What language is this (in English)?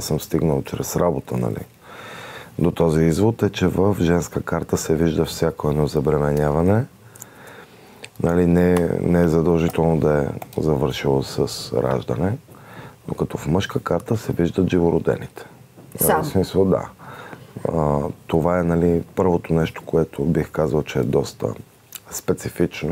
Bulgarian